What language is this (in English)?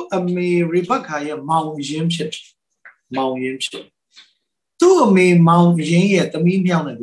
Burmese